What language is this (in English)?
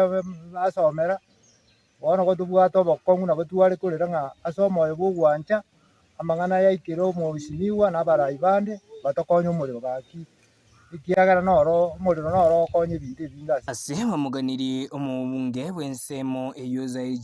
Gusii